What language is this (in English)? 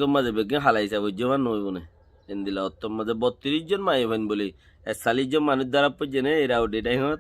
Rohingya